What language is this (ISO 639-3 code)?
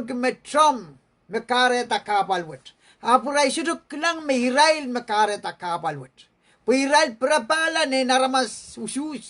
pon